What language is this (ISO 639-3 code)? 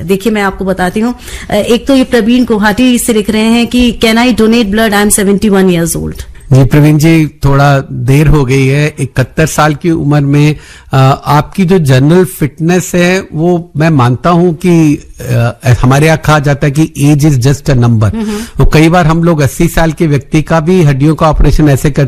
hin